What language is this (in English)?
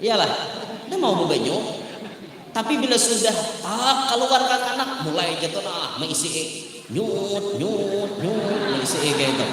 Banjar